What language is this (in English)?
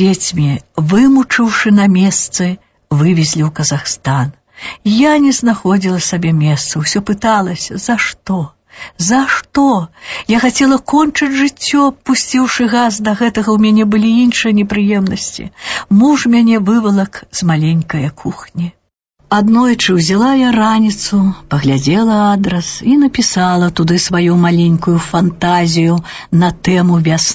Belarusian